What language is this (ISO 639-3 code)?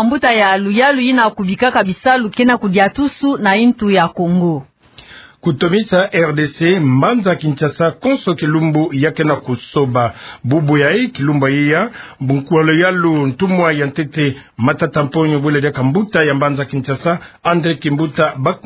ktu